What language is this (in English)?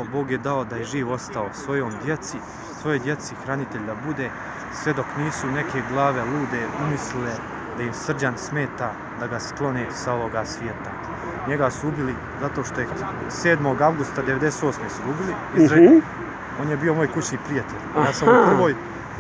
Serbian